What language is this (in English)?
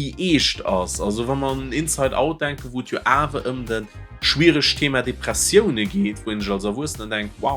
Luxembourgish